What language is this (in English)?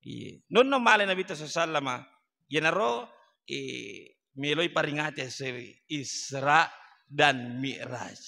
Buginese